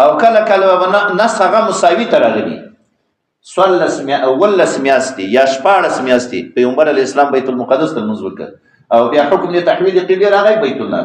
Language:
Pashto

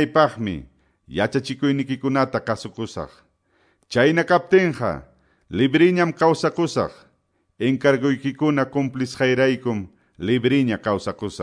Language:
Quechua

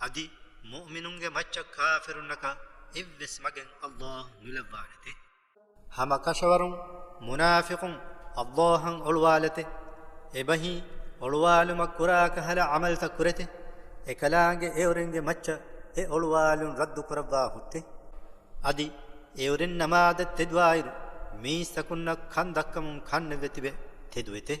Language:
Divehi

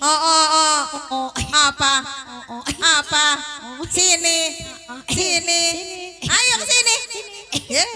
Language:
Betawi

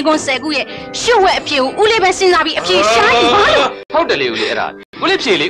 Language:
Burmese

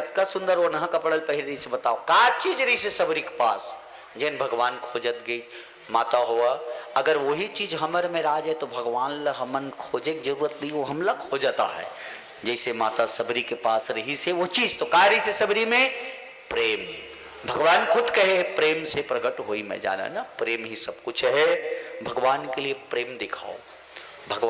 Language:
Chhattisgarhi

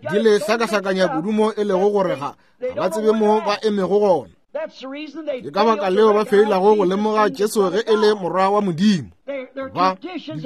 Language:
Northern Sotho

